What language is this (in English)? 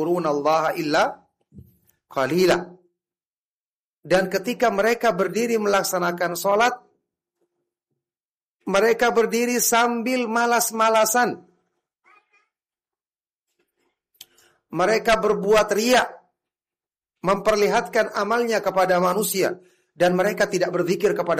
Indonesian